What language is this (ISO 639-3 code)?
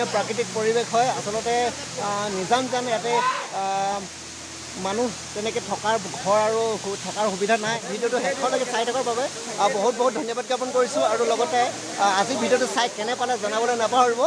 asm